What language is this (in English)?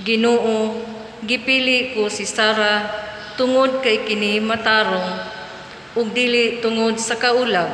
Cebuano